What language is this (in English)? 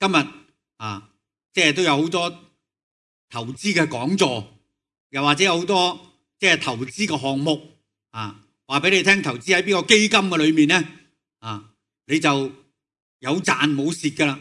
Cantonese